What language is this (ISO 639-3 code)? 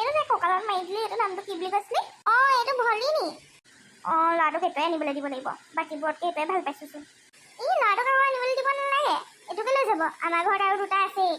asm